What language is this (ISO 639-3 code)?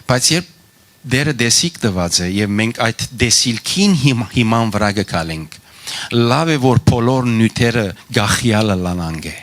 hyw